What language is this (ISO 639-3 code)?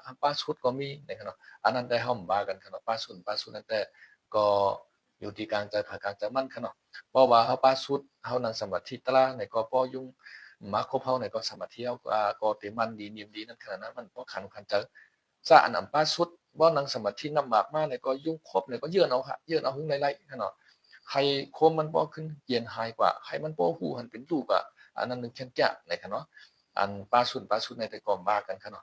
shn